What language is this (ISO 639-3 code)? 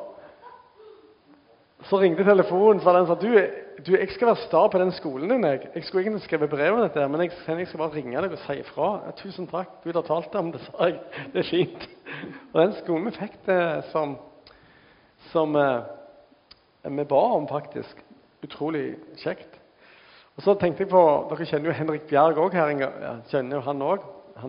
nor